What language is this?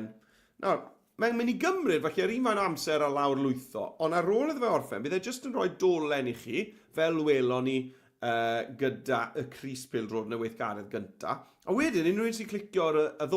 Welsh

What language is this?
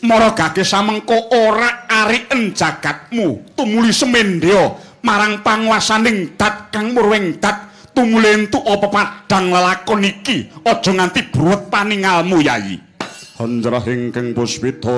Javanese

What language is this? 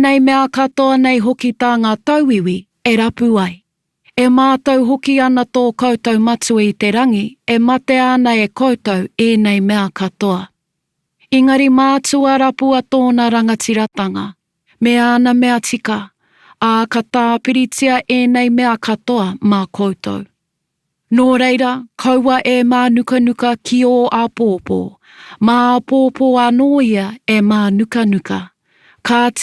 Māori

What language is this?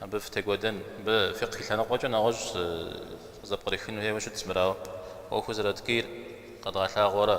Kabardian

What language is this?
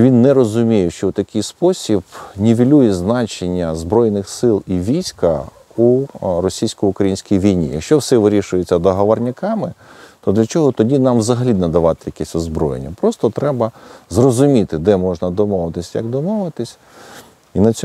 Ukrainian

